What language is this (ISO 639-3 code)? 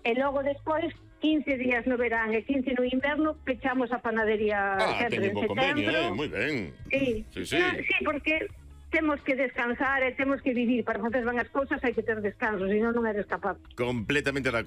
glg